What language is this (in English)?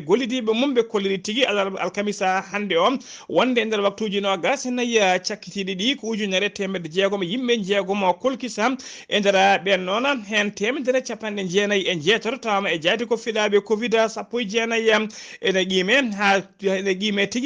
Fula